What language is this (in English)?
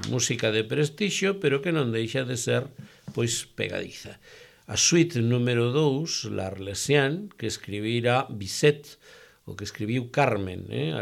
Galician